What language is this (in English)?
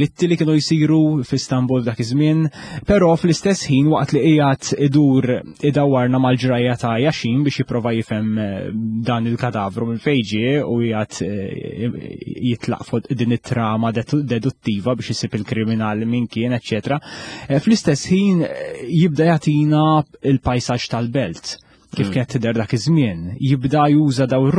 Maltese